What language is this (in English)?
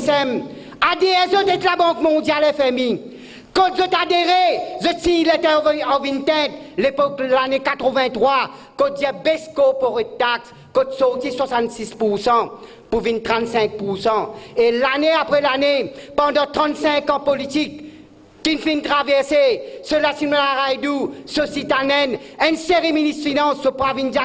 Morisyen